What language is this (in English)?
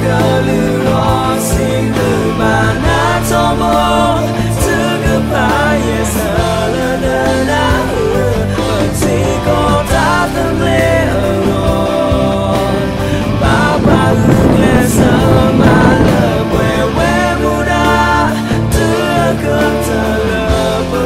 S'gaw Karen